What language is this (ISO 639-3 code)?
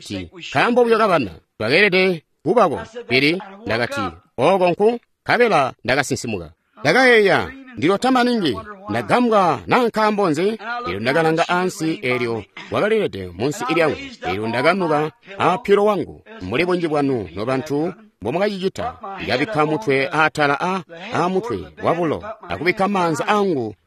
toi